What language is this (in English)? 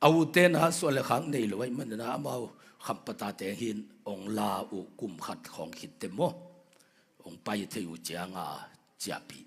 Tedim Chin